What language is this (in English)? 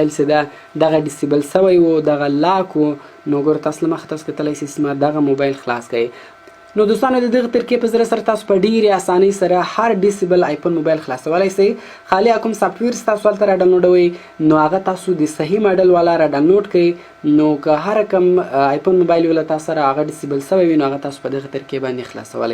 Pashto